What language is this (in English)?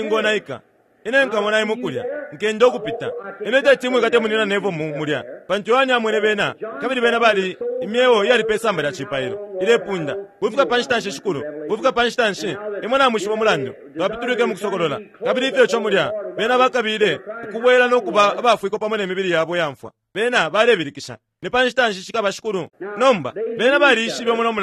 Bemba